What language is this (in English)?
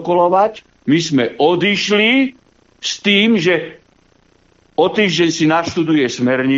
Slovak